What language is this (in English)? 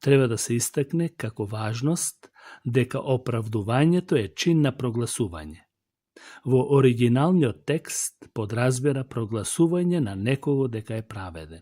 Macedonian